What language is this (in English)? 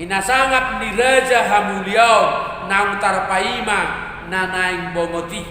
Batak Toba